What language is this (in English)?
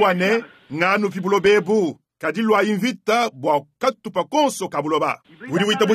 Luba-Lulua